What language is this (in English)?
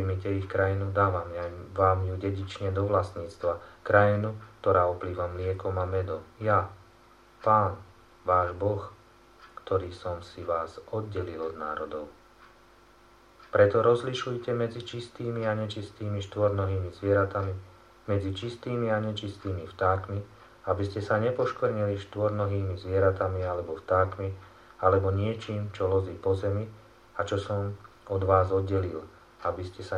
Slovak